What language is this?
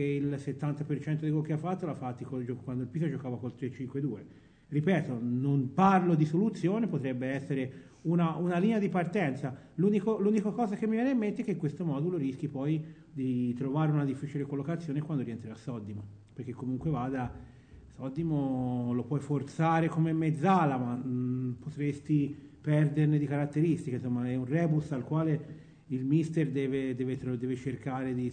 Italian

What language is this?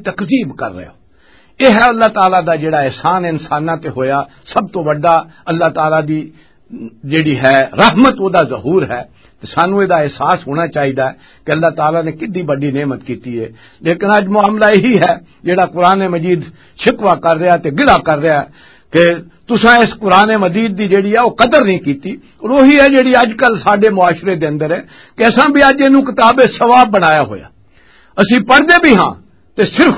Western Panjabi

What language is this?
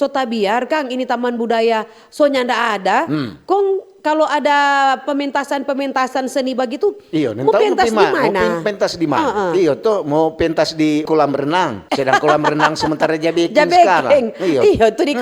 Manado Malay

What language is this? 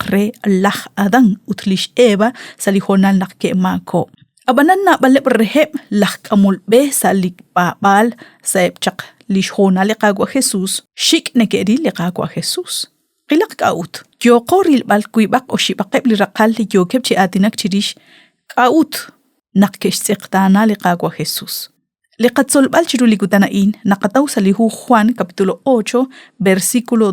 Kekchí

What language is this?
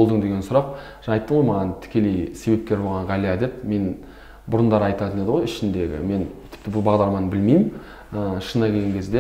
Kazakh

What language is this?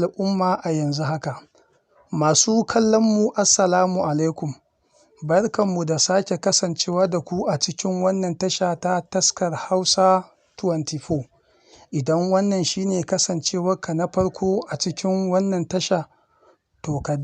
Hausa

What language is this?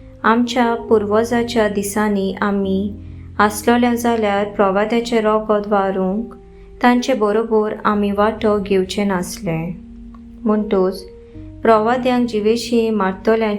Konkani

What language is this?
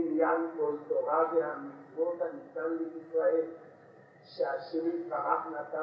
Hebrew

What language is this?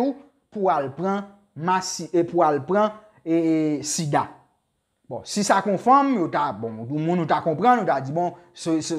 Haitian Creole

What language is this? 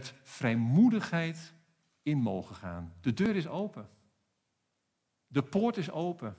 Dutch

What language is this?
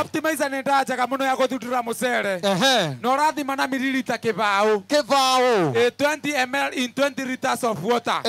Meru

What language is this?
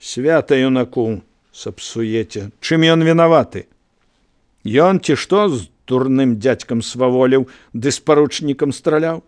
Belarusian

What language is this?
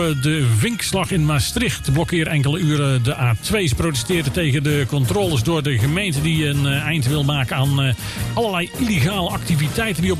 Dutch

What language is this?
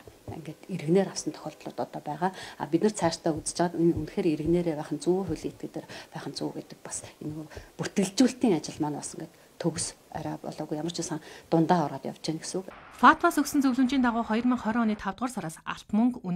Mongolian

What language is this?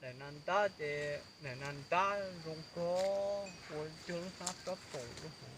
Hmong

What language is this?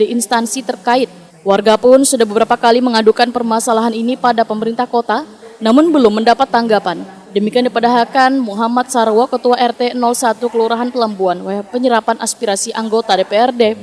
Banjar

